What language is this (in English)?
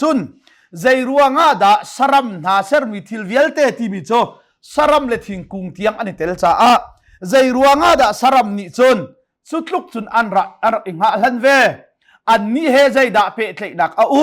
Hakha Chin